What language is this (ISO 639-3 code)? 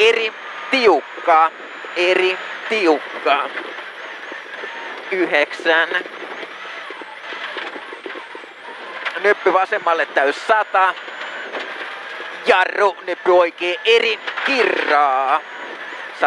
fin